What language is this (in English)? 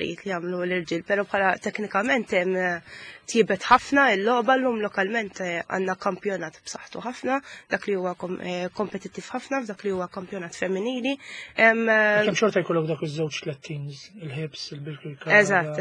Maltese